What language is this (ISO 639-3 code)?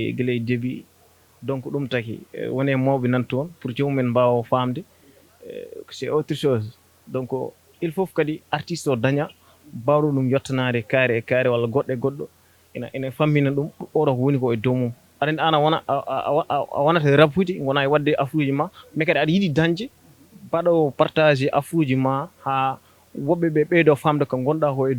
ful